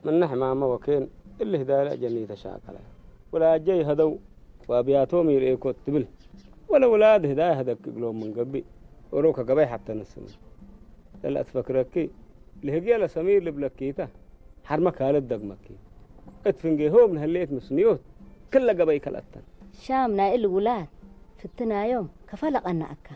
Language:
Tigre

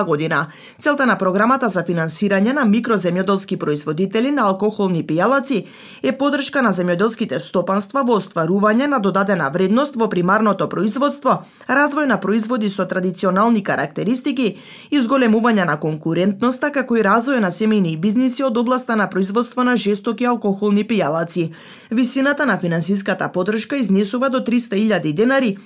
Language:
Macedonian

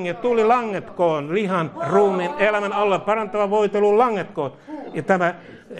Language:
Finnish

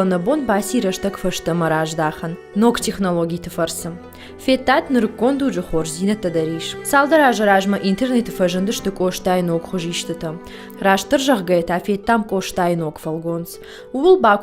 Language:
Ossetic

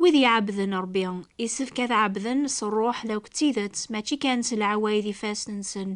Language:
Kabyle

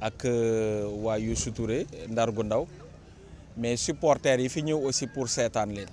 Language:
Wolof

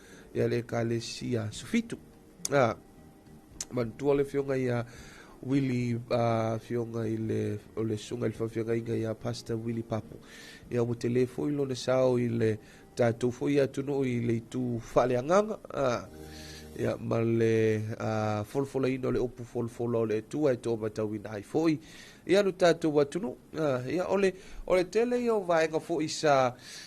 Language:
Samoan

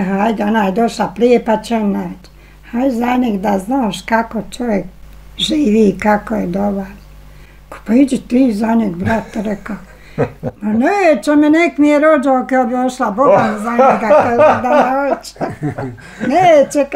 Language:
Bosnian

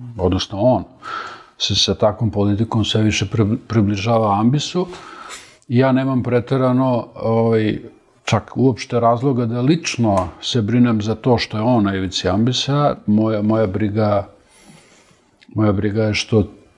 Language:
Serbian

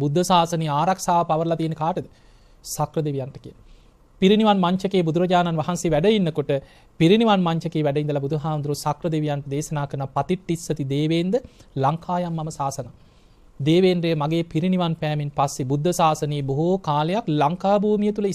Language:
Sinhala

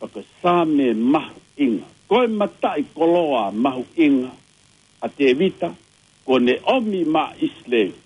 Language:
Tongan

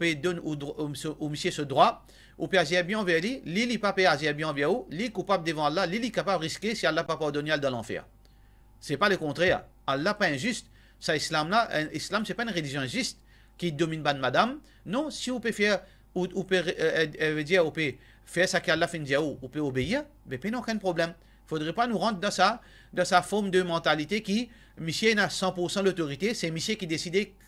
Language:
Morisyen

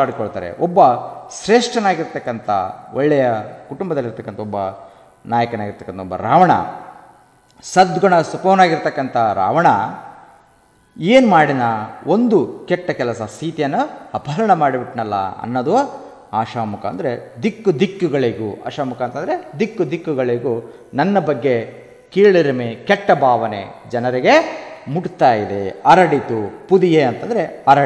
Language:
Kannada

